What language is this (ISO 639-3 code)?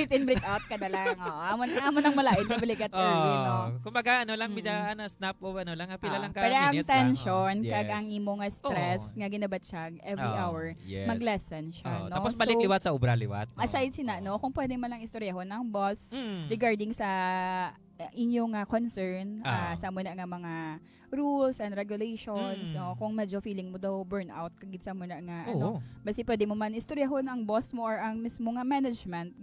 hil